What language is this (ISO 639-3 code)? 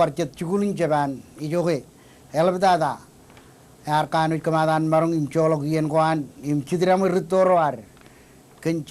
mah